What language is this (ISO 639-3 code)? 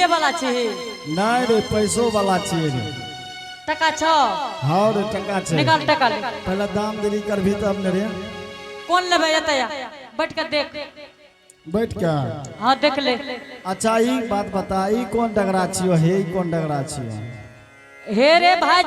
anp